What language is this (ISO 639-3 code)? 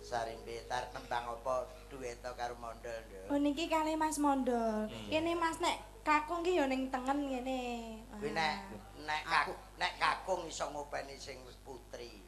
jav